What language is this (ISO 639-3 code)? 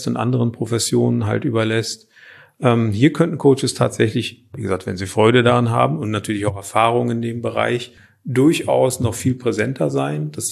deu